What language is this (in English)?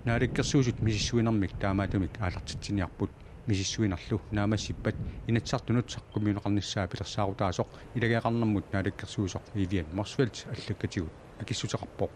Kalaallisut